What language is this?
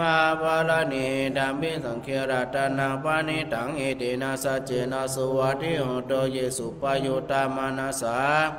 Pali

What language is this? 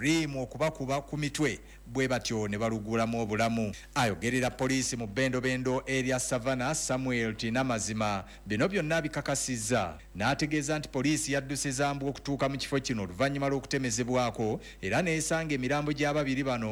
Ganda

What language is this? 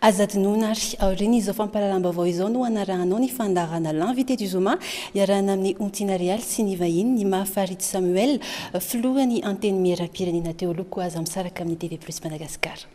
Malagasy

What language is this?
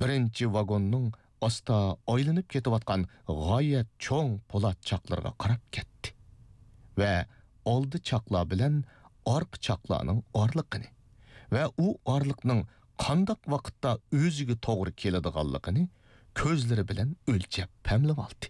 Uyghur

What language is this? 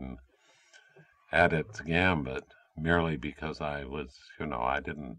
English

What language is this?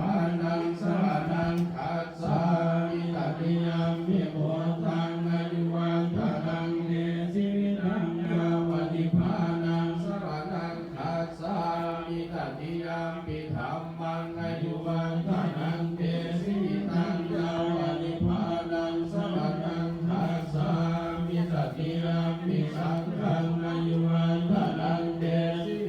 Pali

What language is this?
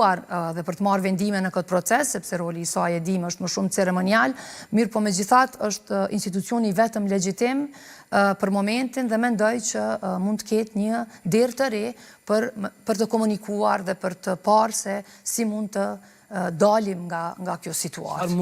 Albanian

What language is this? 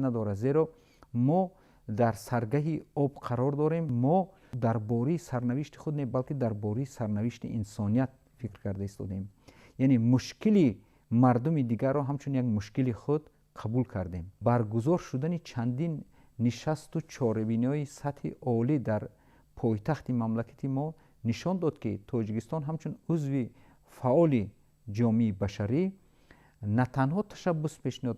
Tajik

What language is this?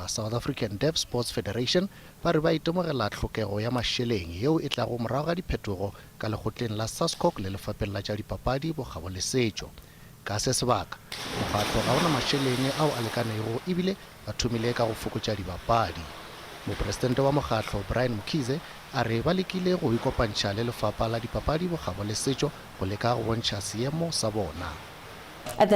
Northern Sotho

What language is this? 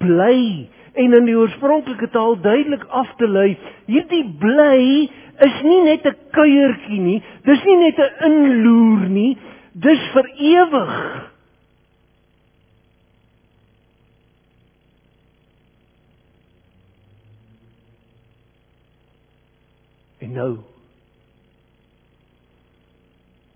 Afrikaans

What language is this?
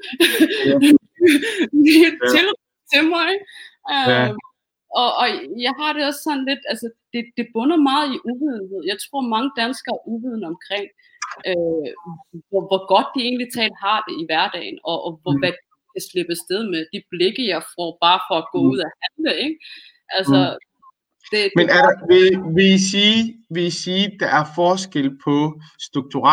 Danish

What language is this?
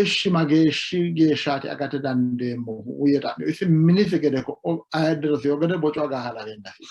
Sidamo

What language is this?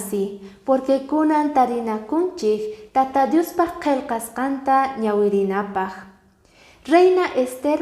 Quechua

